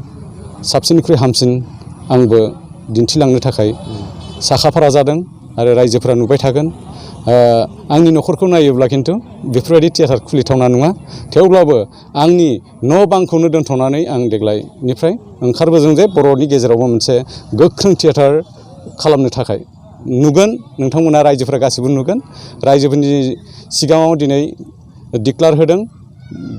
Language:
Bodo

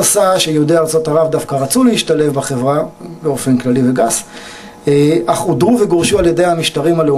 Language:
Hebrew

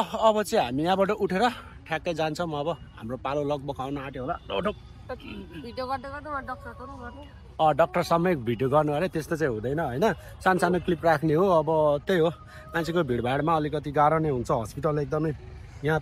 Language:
Nepali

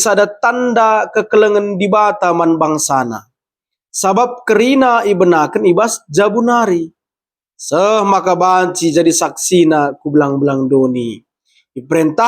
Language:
Batak Karo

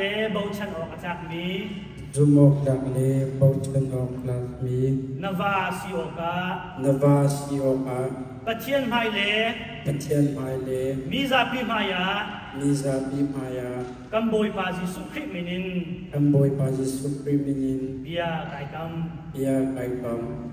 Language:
Hakha Chin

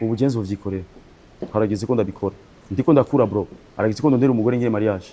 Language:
Rundi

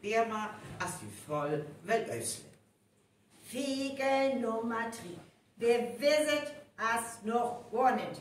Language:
Northern Frisian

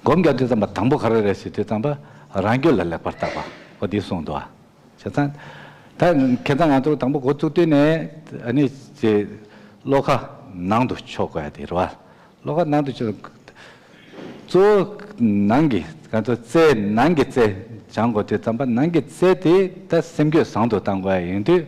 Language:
Tibetan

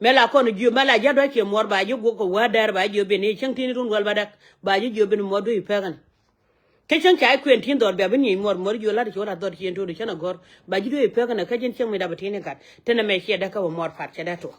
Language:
Nuer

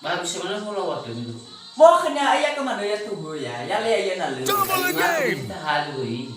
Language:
Nias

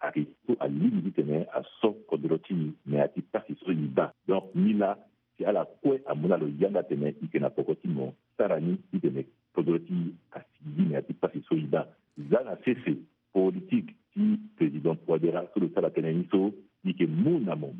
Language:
Sango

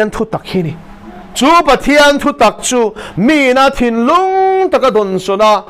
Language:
Mizo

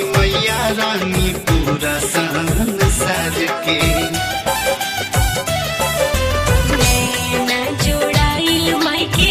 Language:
Bhojpuri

